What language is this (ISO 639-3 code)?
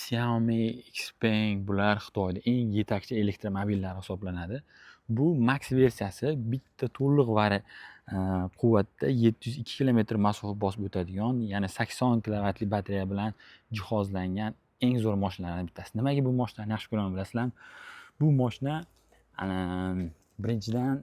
uzb